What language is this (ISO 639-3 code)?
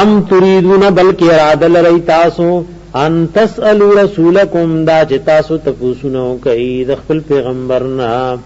pus